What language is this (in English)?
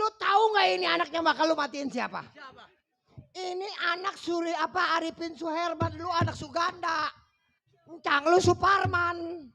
Betawi